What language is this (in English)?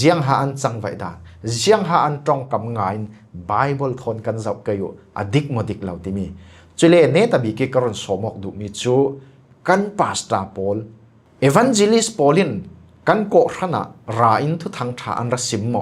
Falam Chin